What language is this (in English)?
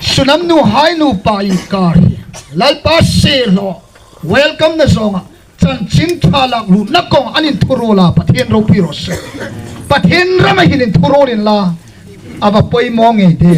Hmar